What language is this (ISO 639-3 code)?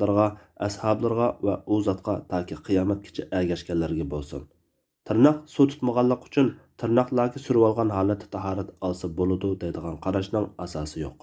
uig